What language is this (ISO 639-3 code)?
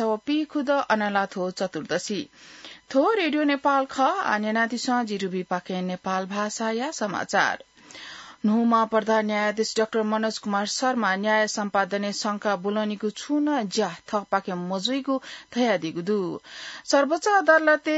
new